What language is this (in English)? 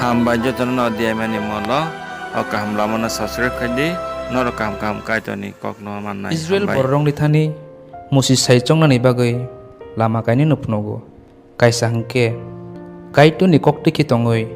Kok Borok